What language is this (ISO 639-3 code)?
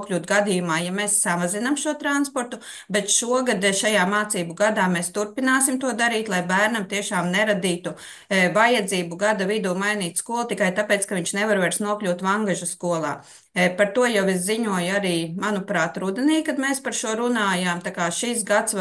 lav